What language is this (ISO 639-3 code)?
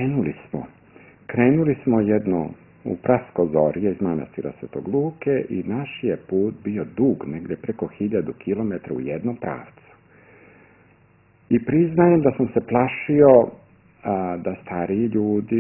srp